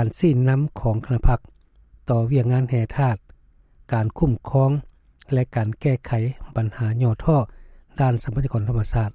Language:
Lao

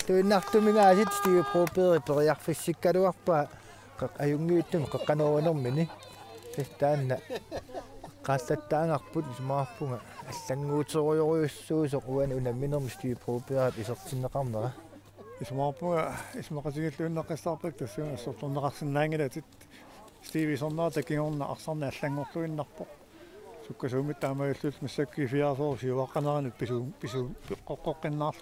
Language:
Kalaallisut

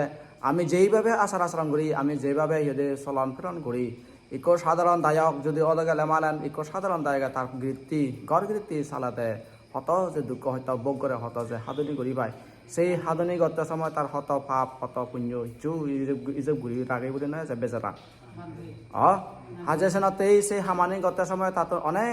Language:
Chakma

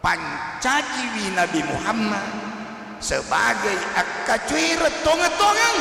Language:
Buginese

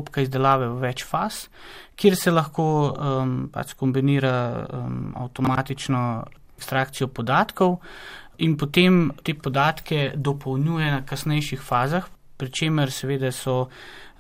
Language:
Slovenian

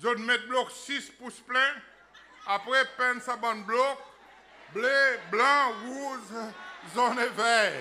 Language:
Seselwa Creole French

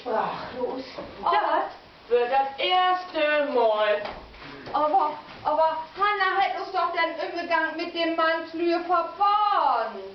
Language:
Low German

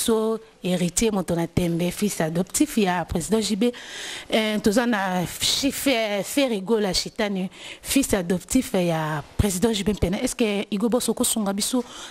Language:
Lingala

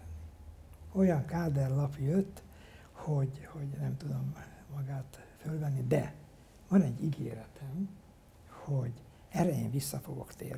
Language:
Hungarian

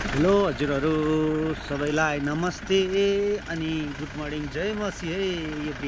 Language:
Nepali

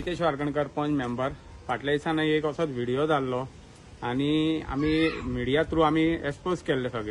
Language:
Konkani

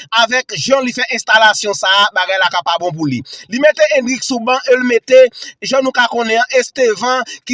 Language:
Haitian Creole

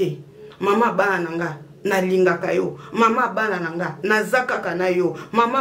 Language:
Lingala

